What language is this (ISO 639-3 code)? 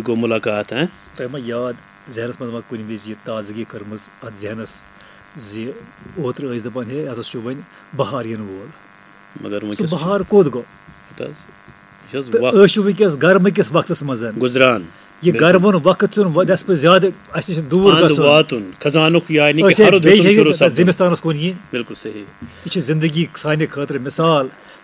kas